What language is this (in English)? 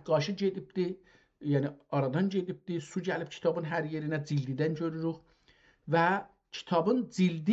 South Azerbaijani